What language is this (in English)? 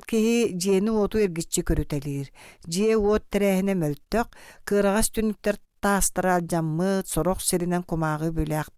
Yakut